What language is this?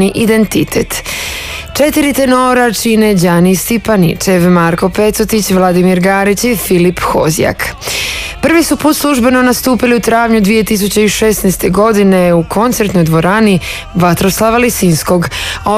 Croatian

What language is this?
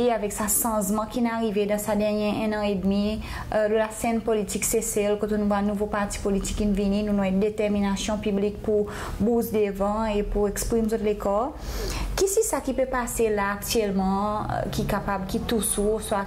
Seselwa Creole French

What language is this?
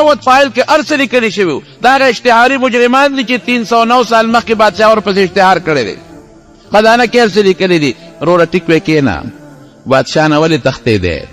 Pashto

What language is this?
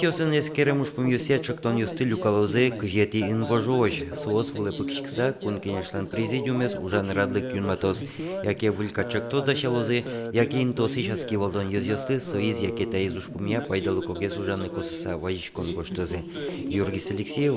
Udmurt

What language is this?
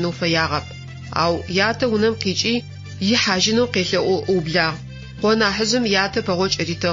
Adyghe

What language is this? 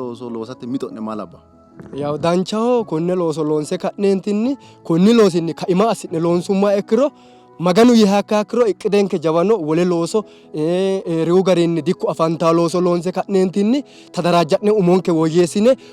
Sidamo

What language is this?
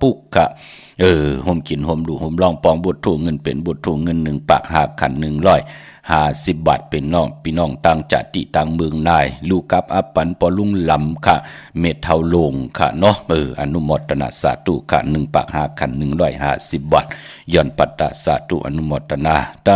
Shan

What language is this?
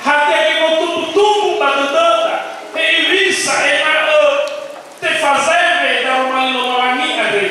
Nias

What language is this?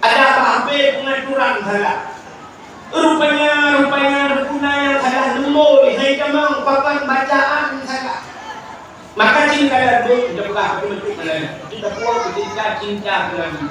Achinese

